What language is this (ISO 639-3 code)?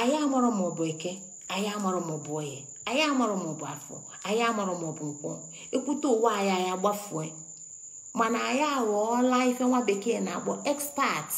ibo